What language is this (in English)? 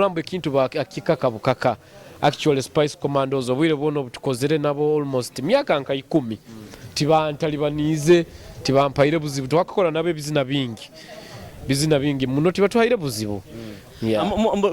Nyoro